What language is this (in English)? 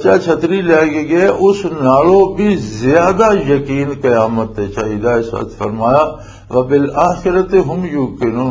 Western Panjabi